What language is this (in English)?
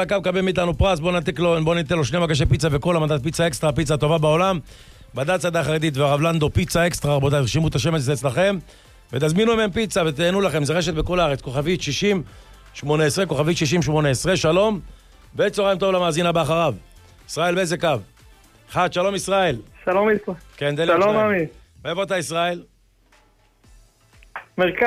Hebrew